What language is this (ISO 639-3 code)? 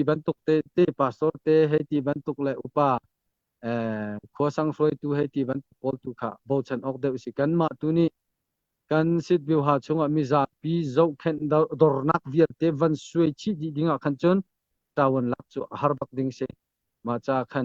cnh